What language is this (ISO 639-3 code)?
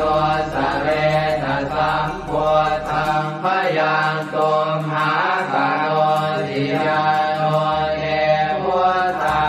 pli